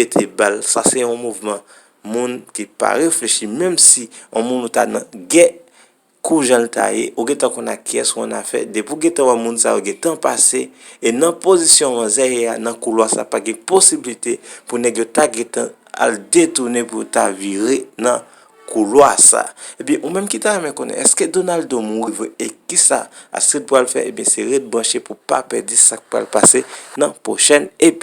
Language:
Haitian Creole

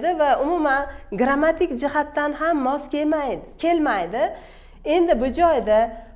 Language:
Uzbek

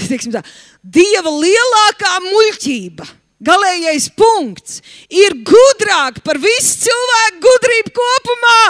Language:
Latvian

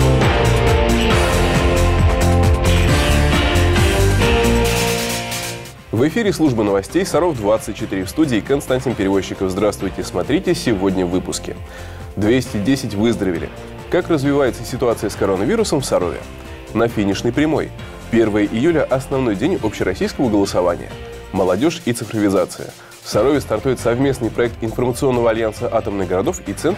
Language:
Russian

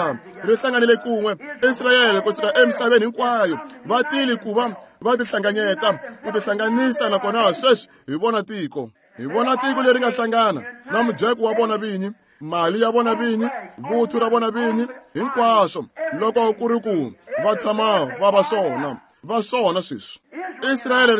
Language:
Tsonga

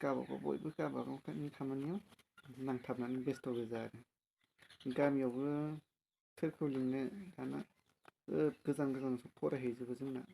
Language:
Bodo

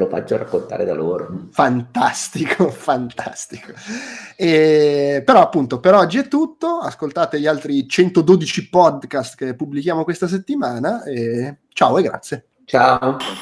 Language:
Italian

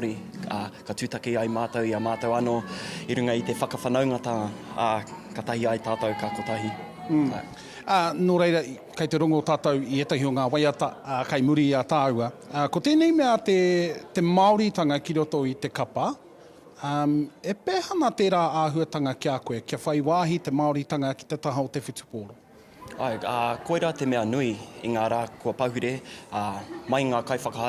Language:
Māori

